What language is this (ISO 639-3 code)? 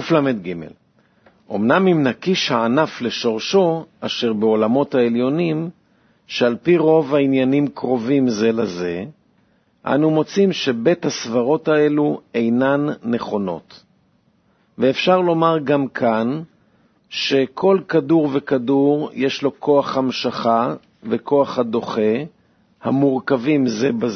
heb